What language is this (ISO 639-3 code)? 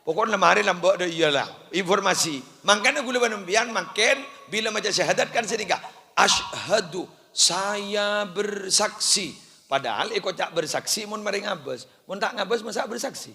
mad